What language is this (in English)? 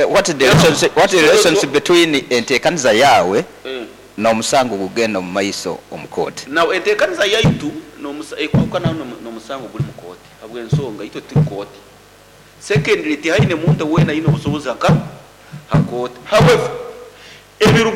Nyoro